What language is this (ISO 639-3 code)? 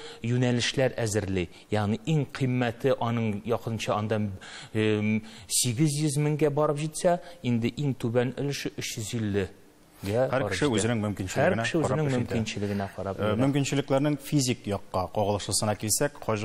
tat